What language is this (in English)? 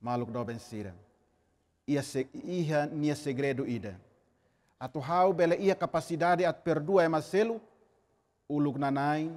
Tetum